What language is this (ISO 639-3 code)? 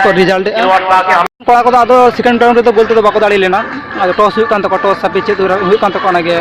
sat